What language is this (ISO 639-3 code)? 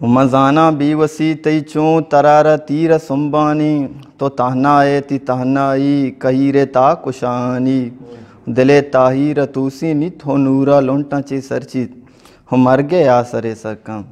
bgp